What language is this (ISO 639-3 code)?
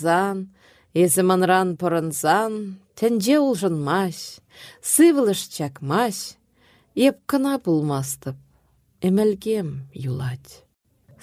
chv